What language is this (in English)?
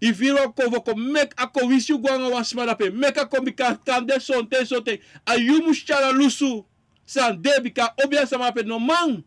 Sranan Tongo